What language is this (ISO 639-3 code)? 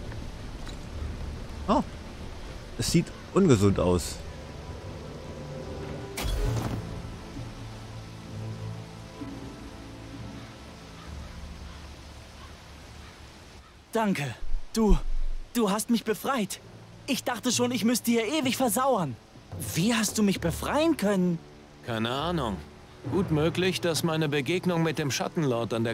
deu